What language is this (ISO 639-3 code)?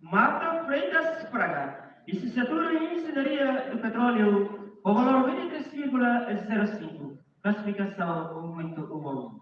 tet